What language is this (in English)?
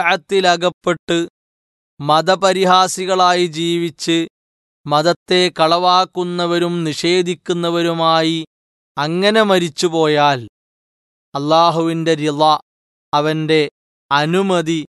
Malayalam